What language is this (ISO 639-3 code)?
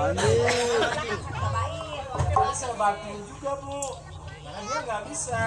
bew